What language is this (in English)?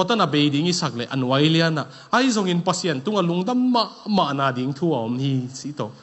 Tedim Chin